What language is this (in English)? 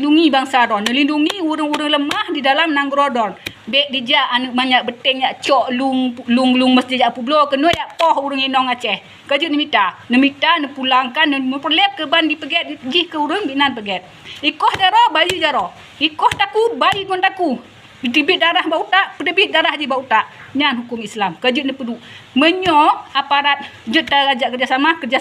Achinese